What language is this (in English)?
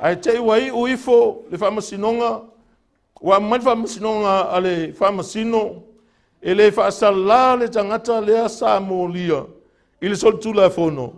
Samoan